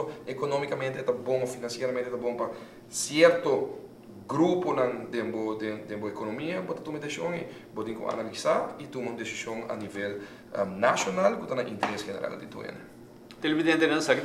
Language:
Papiamento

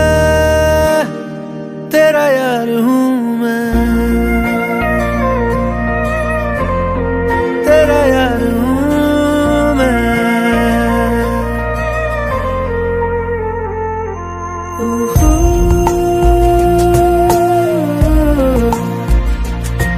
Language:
Hindi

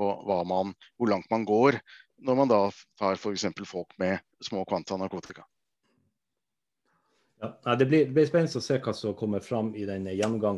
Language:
Norwegian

